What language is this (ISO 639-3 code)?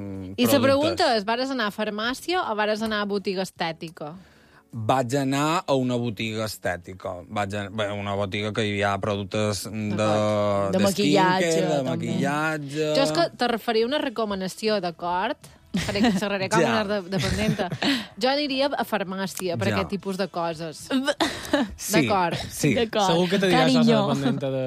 cat